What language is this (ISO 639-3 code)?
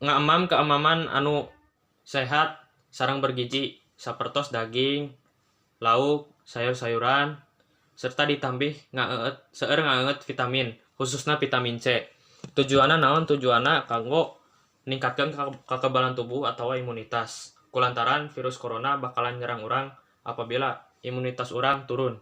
sun